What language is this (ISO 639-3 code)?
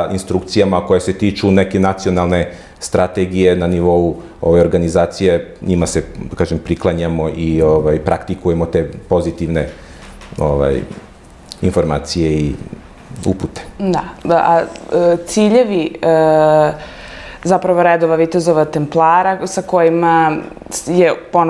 srp